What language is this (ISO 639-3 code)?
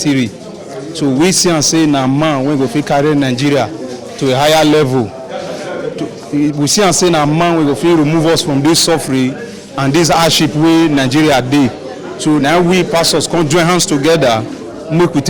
pcm